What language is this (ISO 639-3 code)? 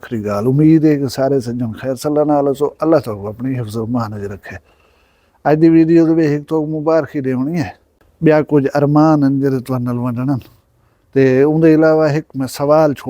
skr